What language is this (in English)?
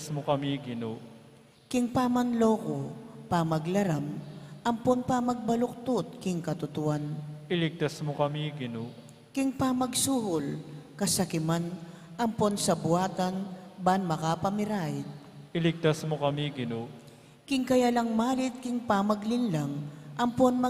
Pampanga